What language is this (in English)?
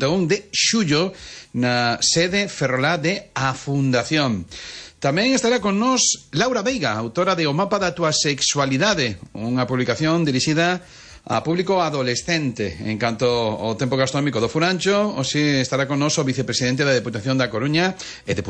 Galician